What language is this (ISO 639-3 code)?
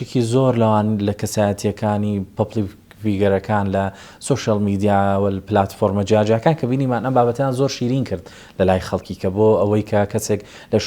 ckb